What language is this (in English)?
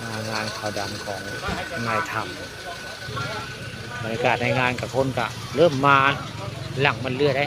Northeastern Thai